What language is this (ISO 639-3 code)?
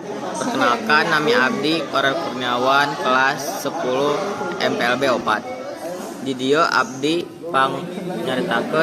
sun